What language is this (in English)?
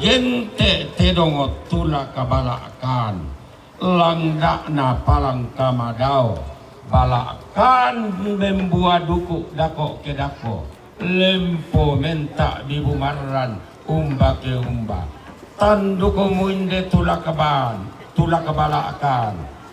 Toraja-Sa'dan